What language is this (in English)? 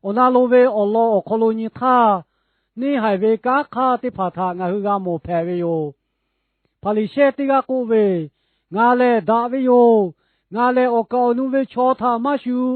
Lahu